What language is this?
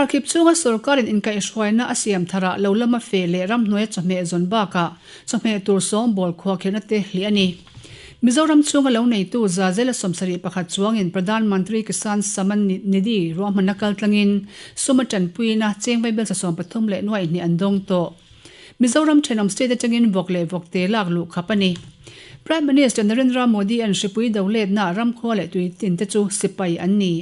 Mizo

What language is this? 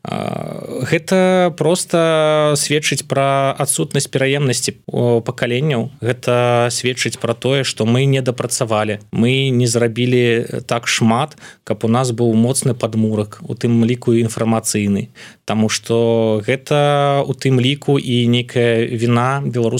Belarusian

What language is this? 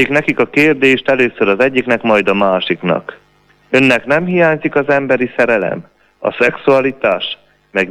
Hungarian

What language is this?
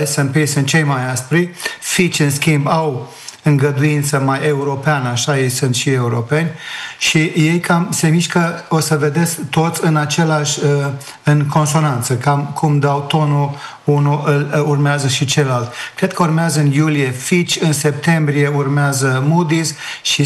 Romanian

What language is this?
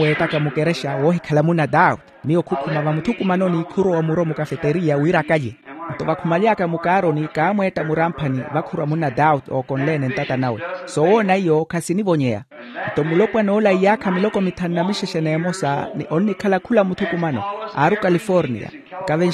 Makhuwa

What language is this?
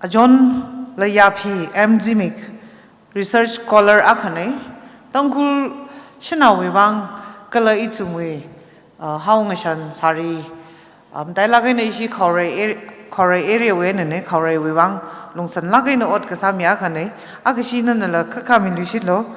Tangkhul Naga (India)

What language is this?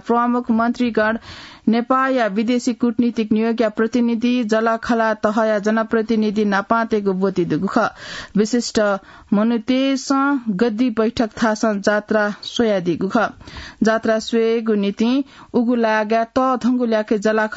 Newari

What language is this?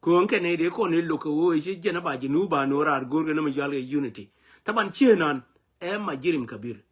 Nuer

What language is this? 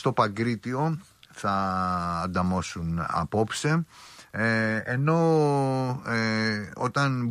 Greek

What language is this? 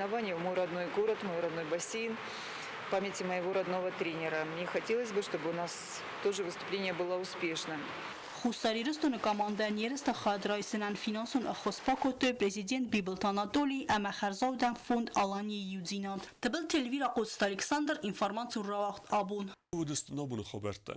Ossetic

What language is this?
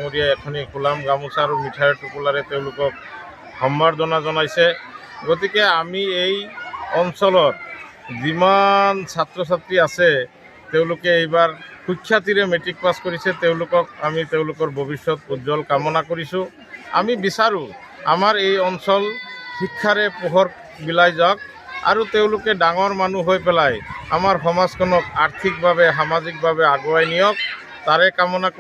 Assamese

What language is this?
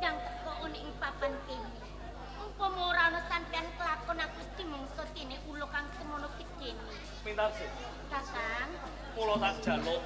Javanese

